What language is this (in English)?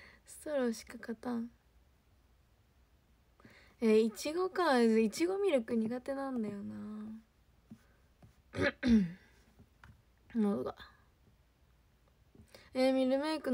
Japanese